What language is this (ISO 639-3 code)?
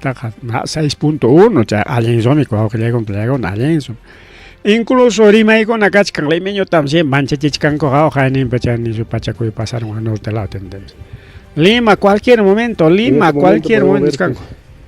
quy